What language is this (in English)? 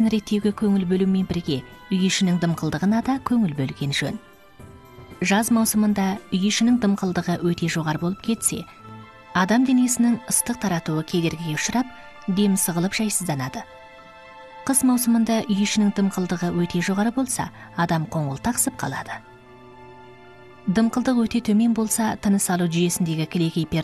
Kazakh